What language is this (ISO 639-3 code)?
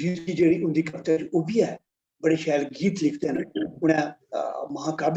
doi